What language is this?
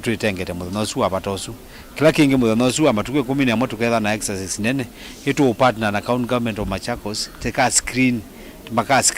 Kamba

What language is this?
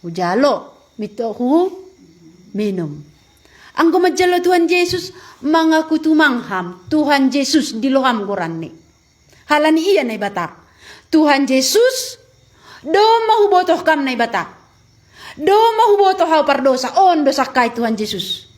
Batak Simalungun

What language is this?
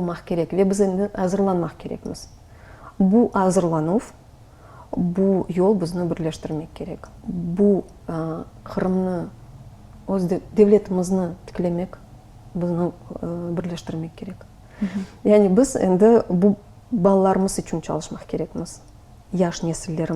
Crimean Tatar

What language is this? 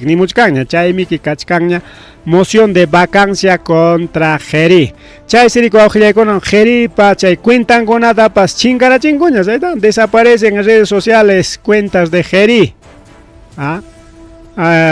Ayacucho Quechua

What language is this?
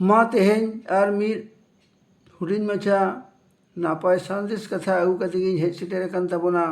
Santali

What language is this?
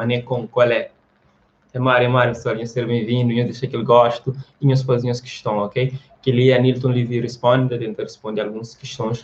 Kabuverdianu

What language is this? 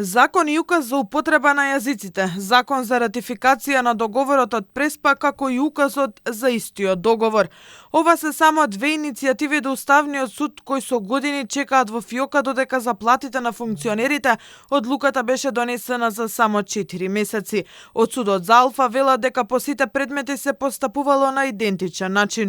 Macedonian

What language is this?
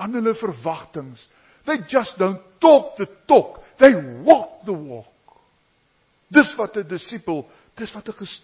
Afrikaans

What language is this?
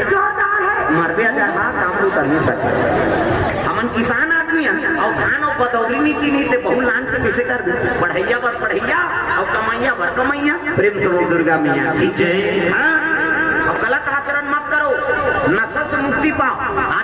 Chhattisgarhi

